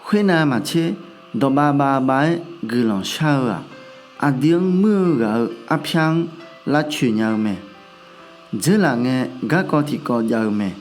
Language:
Akha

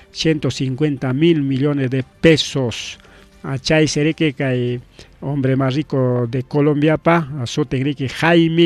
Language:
Ayacucho Quechua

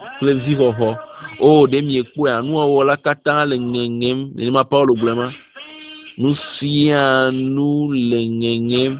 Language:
Ewe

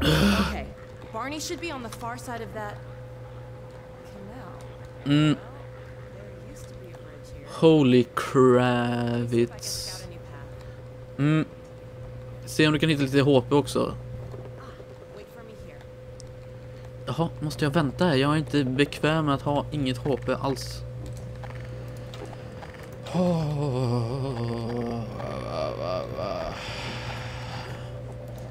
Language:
Swedish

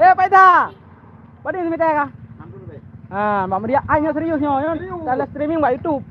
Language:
Achinese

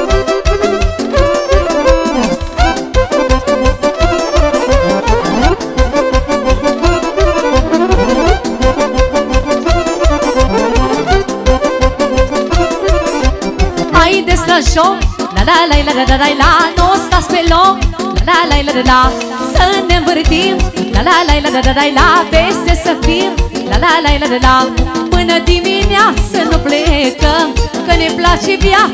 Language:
Romanian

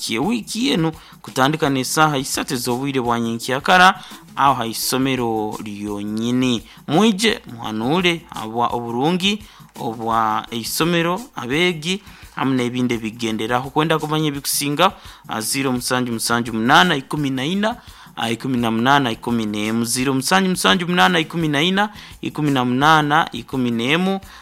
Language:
Nyankole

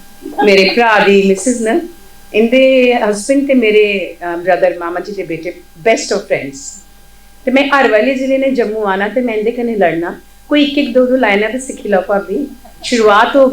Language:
Dogri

